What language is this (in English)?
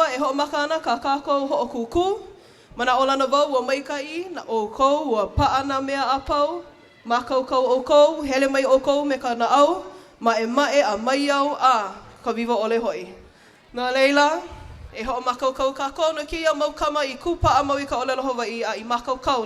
Hawaiian